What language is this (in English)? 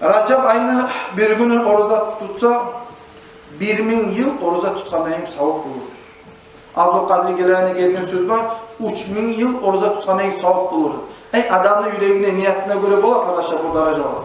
Kumyk